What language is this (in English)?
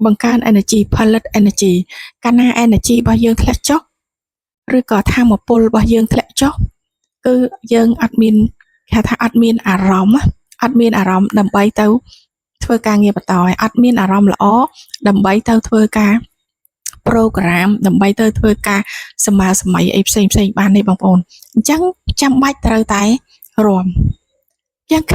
Khmer